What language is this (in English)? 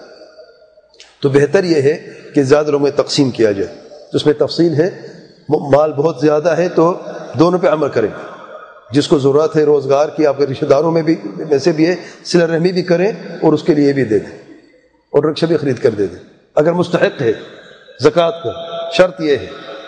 Urdu